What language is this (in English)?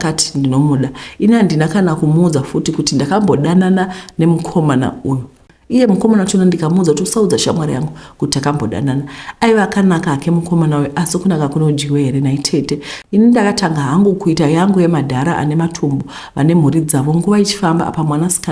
Shona